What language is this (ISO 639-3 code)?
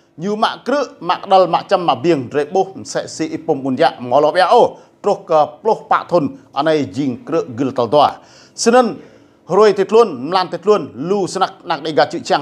rad